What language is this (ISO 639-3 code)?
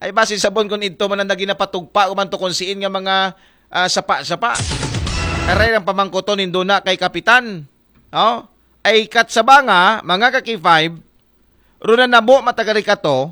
akl